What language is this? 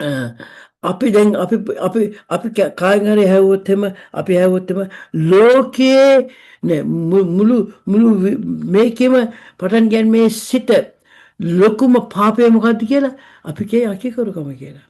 Sinhala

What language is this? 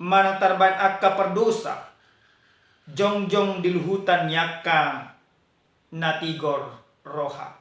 Batak Toba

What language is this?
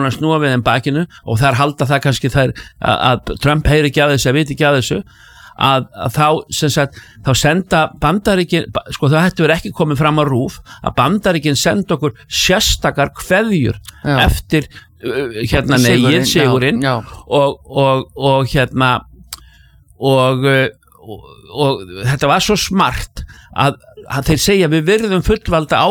Icelandic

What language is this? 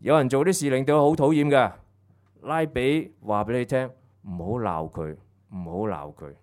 Cantonese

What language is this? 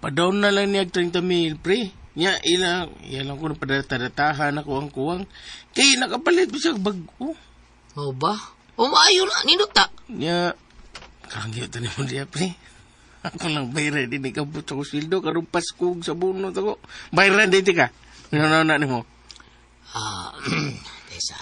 Cebuano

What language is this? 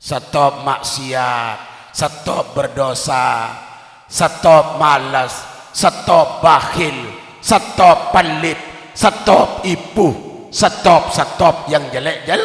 Sasak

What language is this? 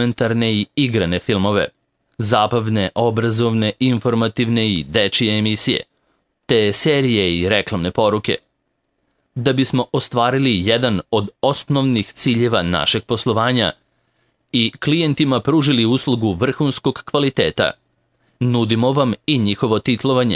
Serbian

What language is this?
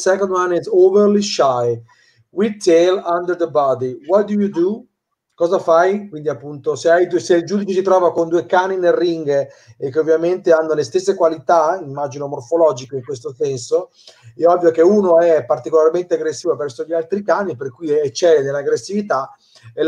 Italian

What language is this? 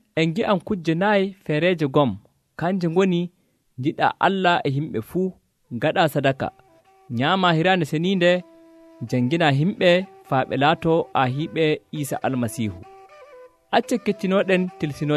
Nigerian Fulfulde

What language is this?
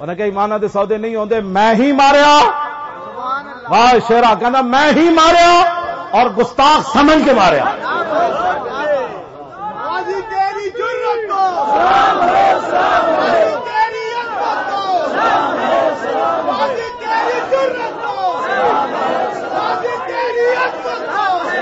Western Panjabi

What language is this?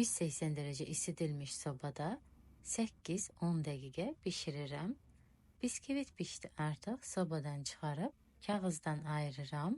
Azerbaijani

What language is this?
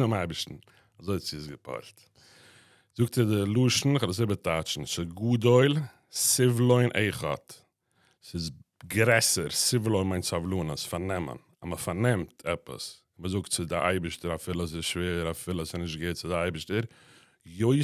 Yiddish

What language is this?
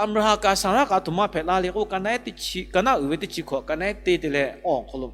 Lahu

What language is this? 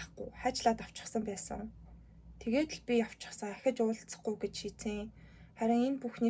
Mongolian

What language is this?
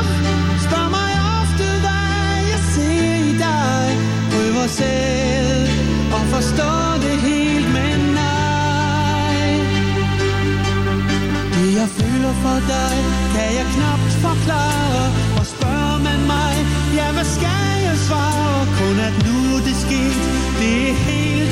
Danish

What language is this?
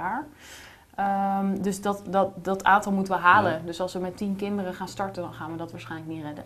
Dutch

